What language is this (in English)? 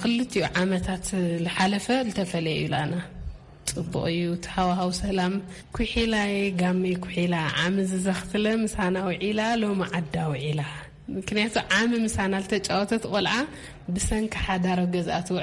Tigrinya